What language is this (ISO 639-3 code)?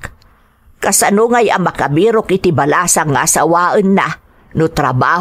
ilo